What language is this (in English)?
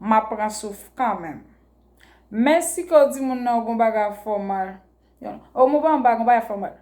Haitian Creole